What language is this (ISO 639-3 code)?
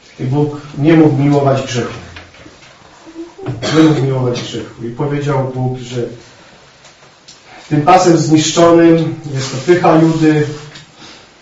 pol